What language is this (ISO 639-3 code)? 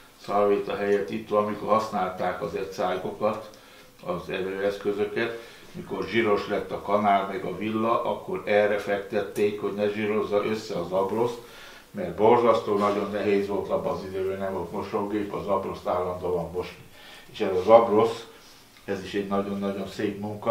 hun